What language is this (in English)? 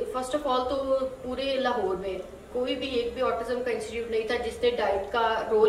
Urdu